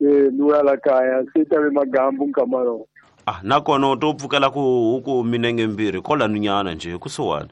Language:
Tsonga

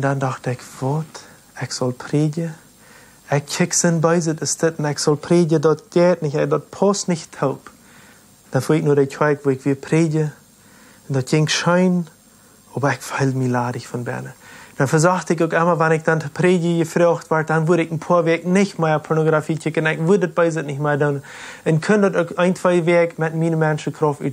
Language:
Plautdietsch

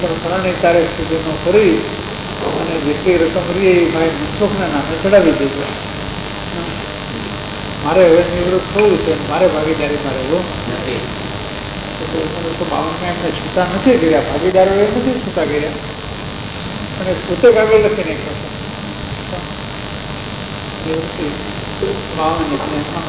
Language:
Gujarati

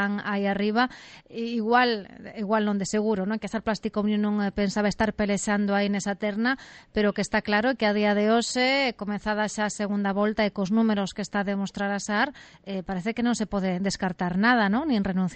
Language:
Galician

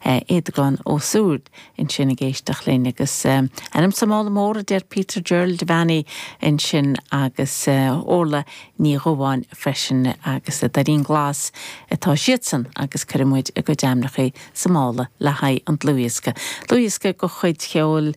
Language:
Irish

